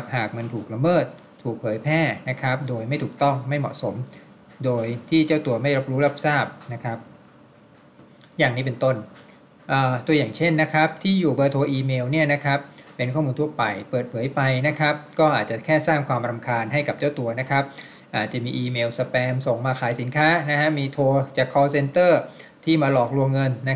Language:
Thai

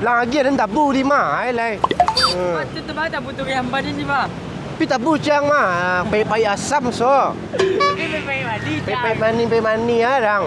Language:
Minangkabau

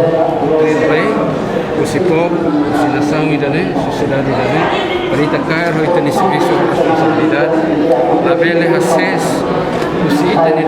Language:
Tetum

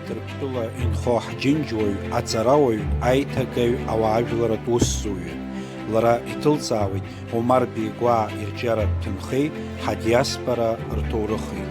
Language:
Abkhazian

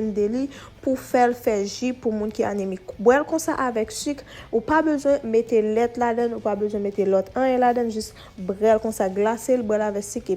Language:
Haitian Creole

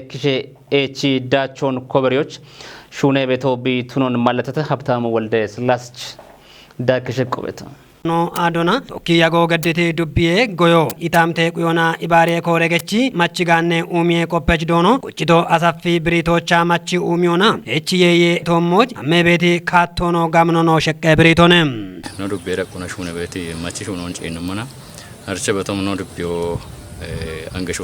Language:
Kafa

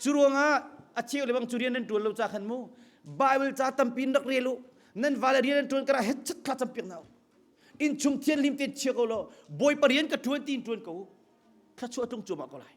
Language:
Hakha Chin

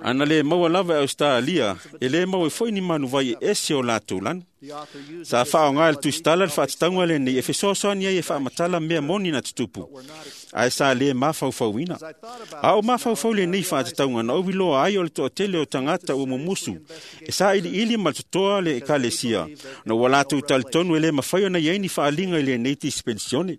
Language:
Samoan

